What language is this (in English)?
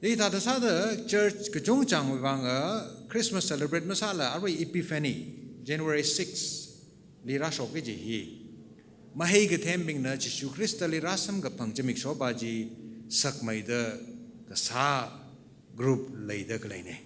Tangkhul Naga (India)